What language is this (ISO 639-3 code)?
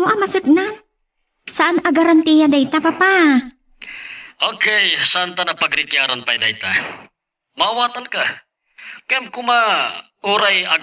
ilo